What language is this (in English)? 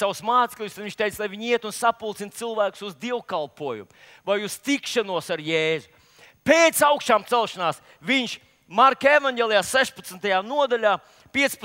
Latvian